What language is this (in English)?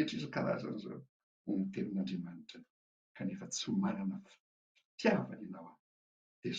Malagasy